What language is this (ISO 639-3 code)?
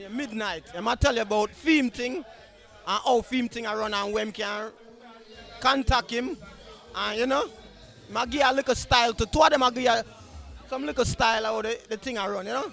jam